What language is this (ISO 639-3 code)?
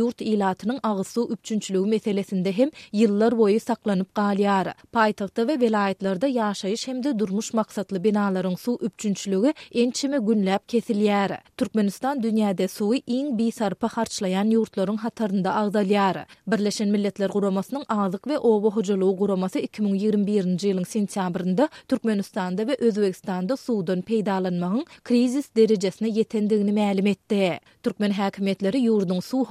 tuk